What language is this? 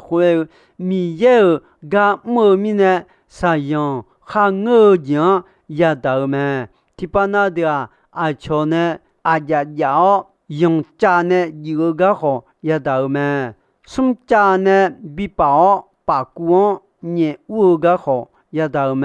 Akha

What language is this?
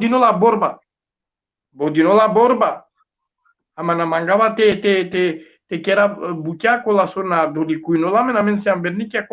Balkan Romani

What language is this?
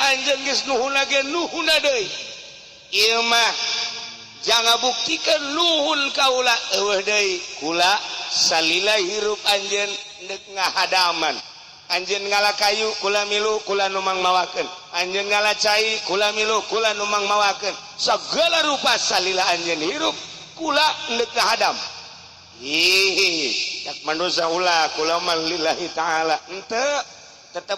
Sundanese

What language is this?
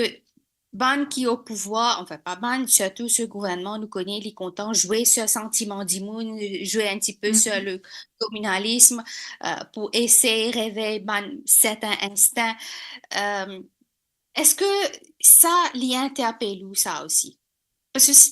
Morisyen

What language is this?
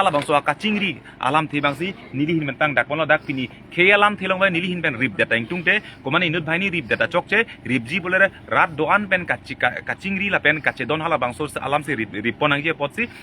Karbi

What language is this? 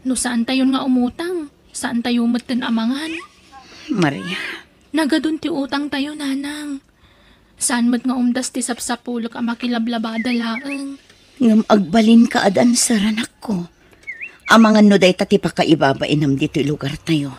Iloko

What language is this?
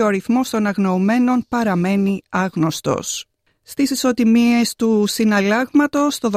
Greek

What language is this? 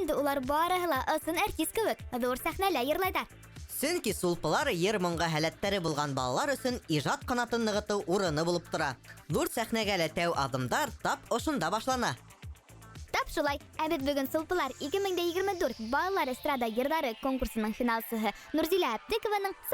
Bashkir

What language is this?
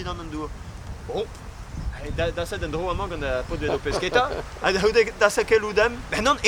Breton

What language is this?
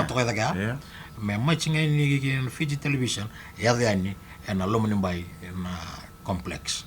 Fijian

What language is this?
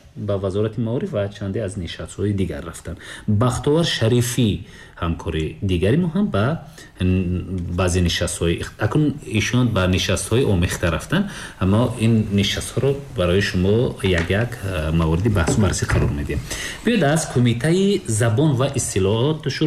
Tajik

